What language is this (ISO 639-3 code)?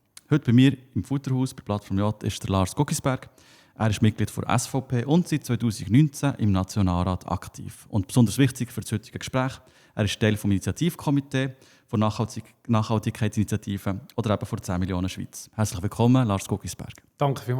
gsw